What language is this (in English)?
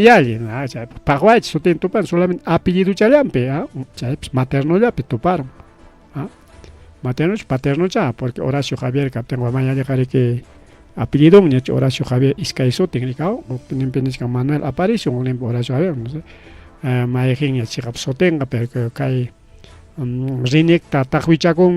Ayacucho Quechua